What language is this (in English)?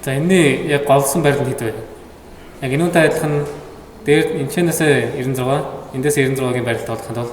Mongolian